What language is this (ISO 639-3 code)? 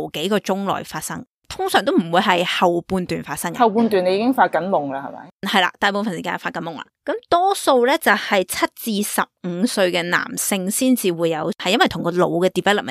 yue